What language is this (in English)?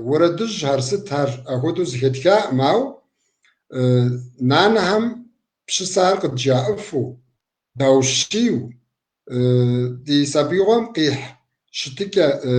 Kabardian